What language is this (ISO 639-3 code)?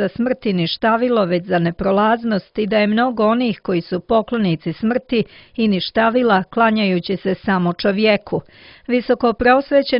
srp